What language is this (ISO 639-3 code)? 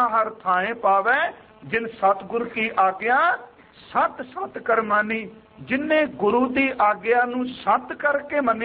pan